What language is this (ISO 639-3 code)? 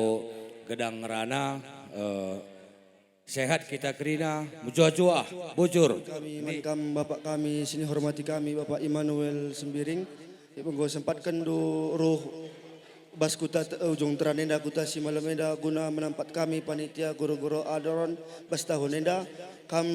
btx